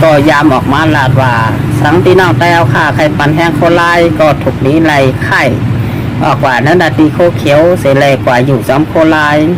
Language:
Shan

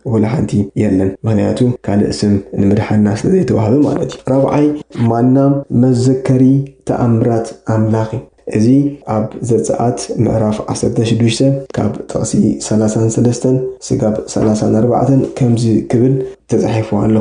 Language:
Tigrinya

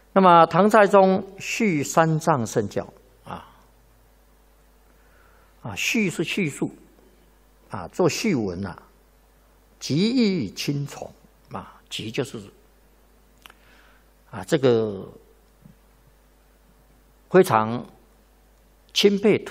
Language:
Chinese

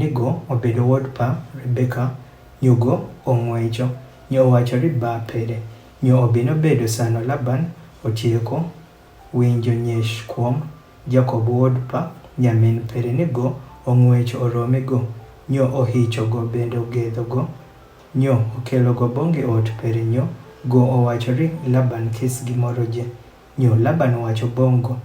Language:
Adhola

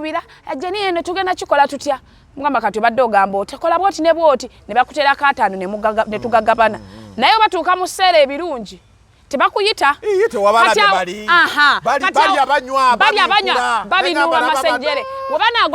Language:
Ganda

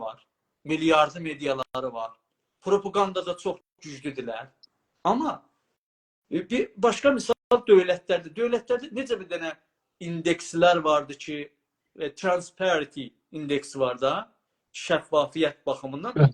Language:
South Azerbaijani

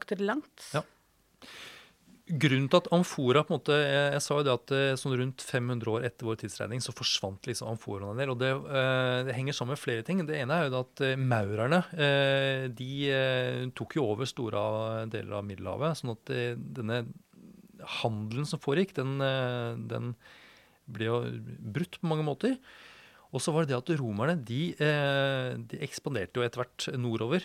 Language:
Norwegian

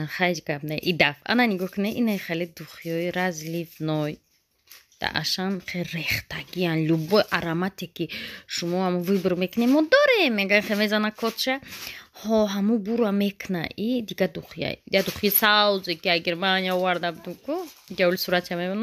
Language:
Tajik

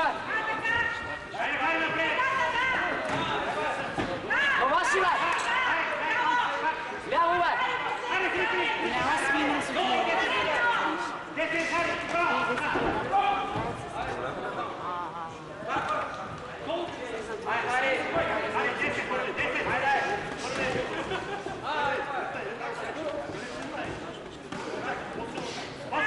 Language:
Bulgarian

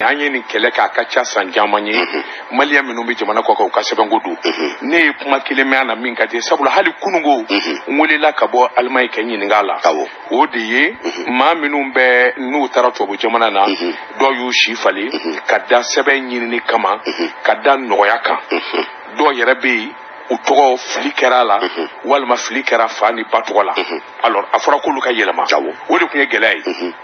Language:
Bambara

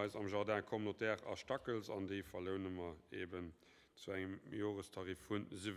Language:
Luxembourgish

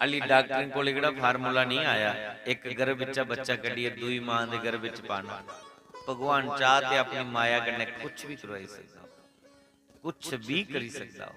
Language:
Dogri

